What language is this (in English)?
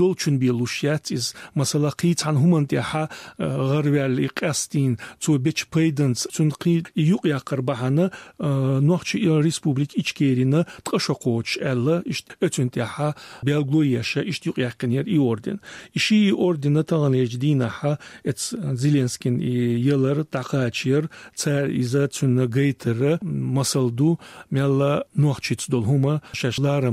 Chechen